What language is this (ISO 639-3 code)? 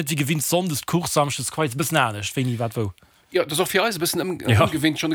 ltz